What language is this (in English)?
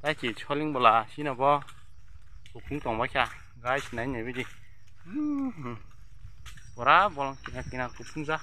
Kok Borok